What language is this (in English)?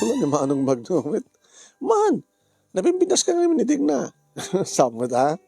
Iloko